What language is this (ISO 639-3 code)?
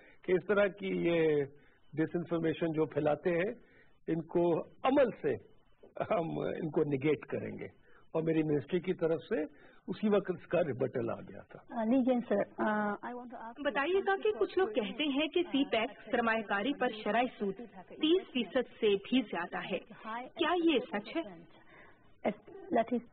urd